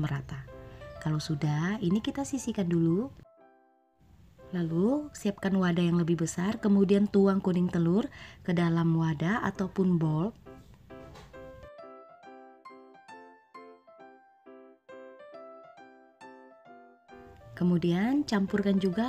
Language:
Indonesian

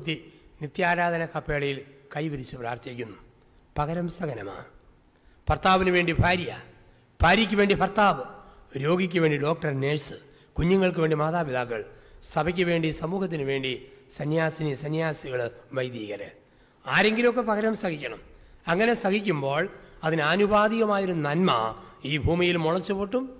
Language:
Malayalam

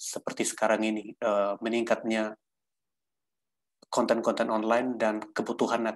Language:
Indonesian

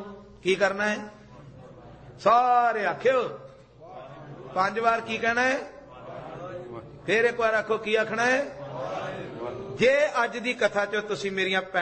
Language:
Punjabi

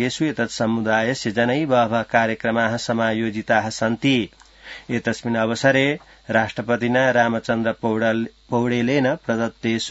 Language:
Sanskrit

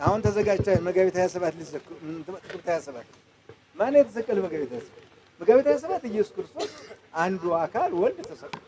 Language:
Amharic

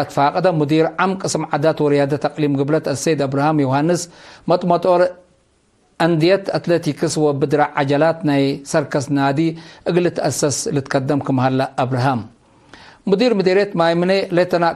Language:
Tigre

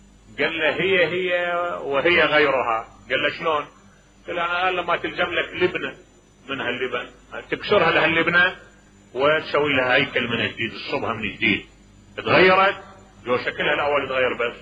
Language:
Mesopotamian Arabic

